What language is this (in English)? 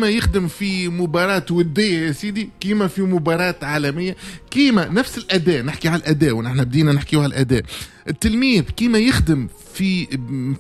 Tunisian Arabic